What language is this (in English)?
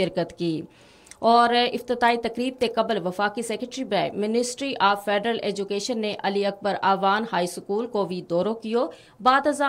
Gujari